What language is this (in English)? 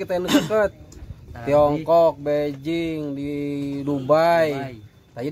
Sundanese